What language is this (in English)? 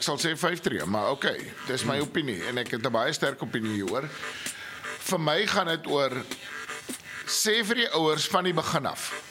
Afrikaans